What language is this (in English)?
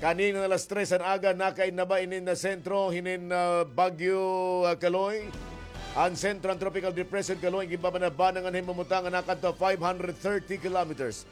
Waray